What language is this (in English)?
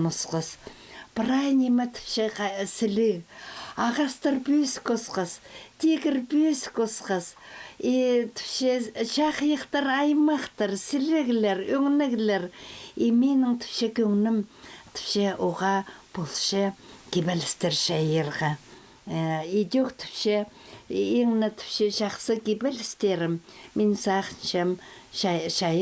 Khakas